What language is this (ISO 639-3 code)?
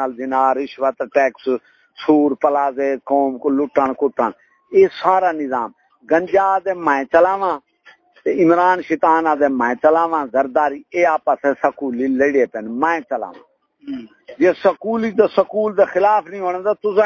skr